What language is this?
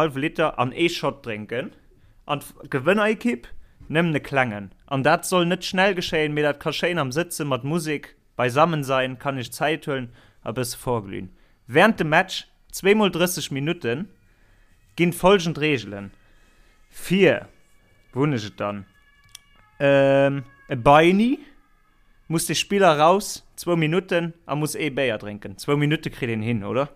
Luxembourgish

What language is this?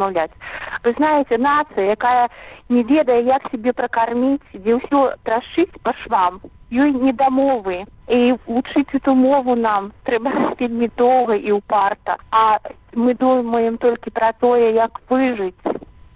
Belarusian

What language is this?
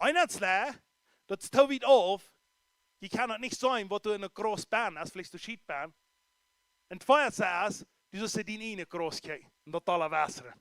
Plautdietsch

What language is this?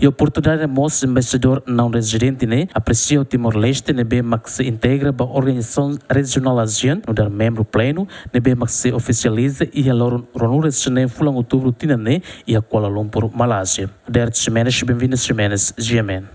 Tetum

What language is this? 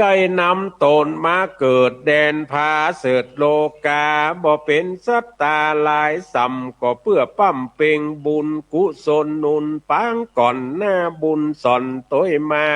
Northern Thai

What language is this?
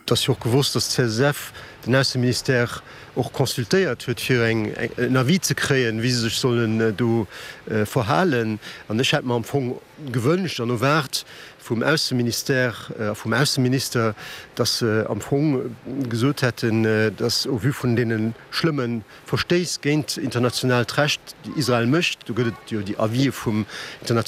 Luxembourgish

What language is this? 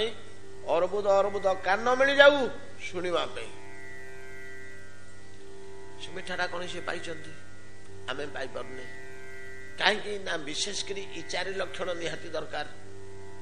Odia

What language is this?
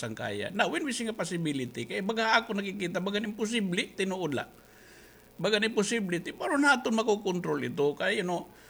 Waray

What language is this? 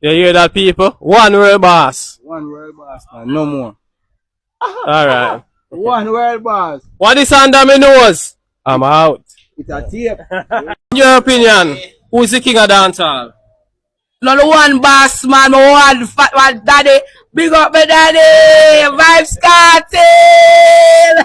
Jamaican Creole English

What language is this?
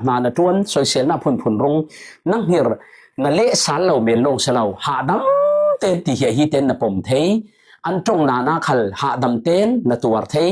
Falam Chin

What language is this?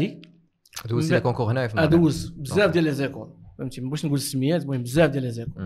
Moroccan Arabic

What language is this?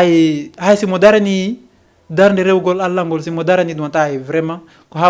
Fula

